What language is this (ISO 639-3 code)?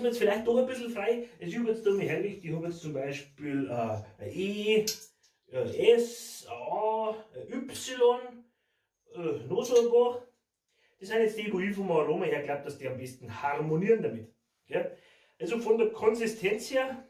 bar